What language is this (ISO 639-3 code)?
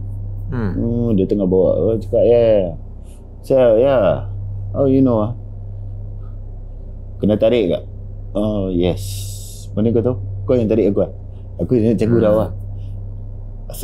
msa